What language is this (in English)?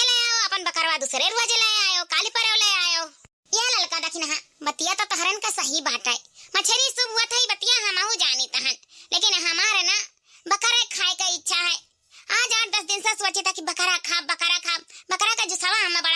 Awadhi